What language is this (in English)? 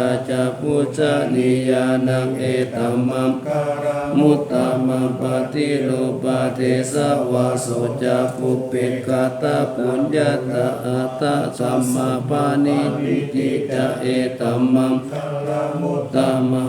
Pali